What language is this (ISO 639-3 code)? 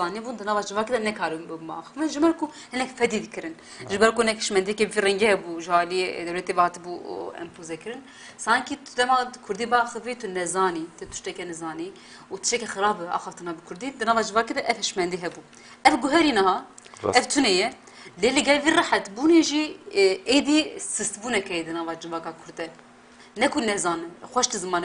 kur